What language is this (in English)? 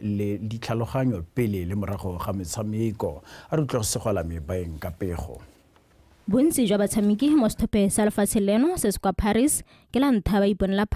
Tswana